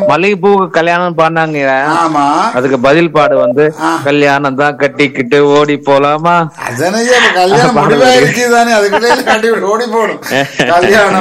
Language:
Tamil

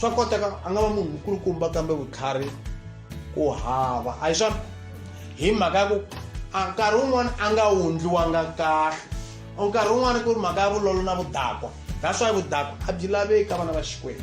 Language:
Tsonga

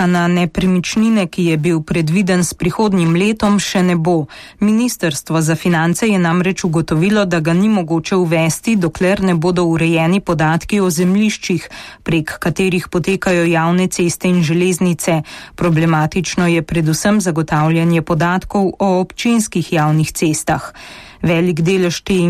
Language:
Slovenian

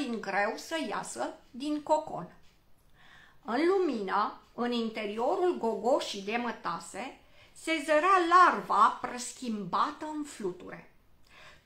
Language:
Romanian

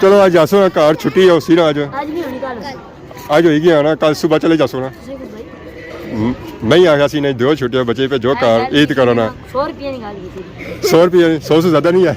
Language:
Pahari-Potwari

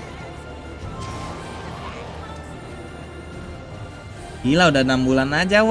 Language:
Indonesian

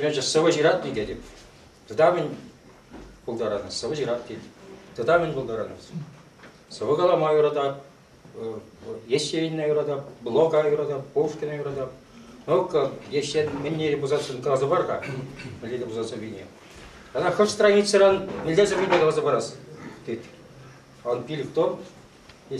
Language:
Chuvash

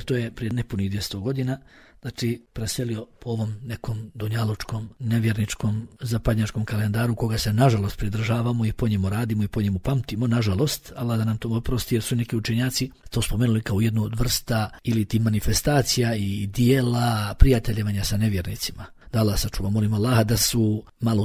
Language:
Bosnian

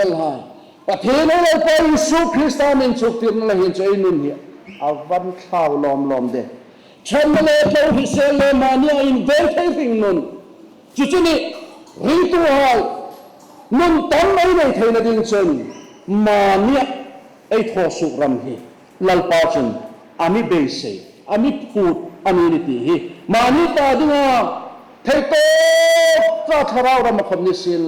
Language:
Hmar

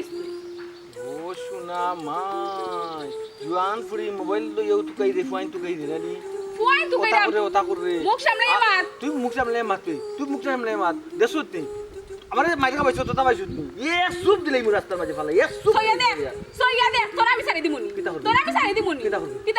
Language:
Sylheti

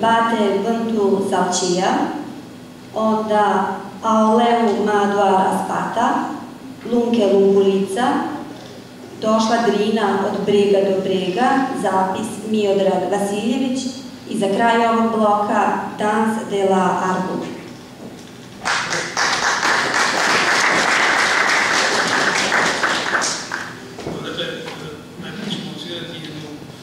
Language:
Serbian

